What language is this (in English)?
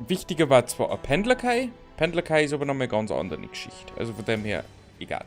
Bavarian